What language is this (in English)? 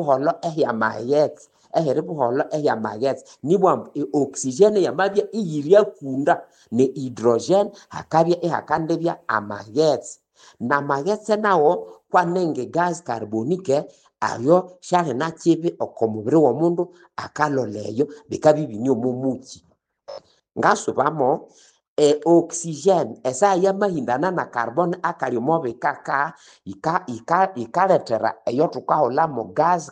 Nande